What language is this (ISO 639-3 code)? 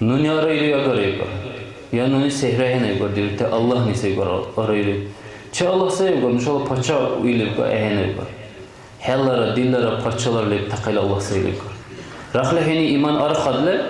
dar